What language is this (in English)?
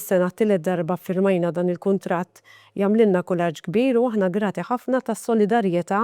Maltese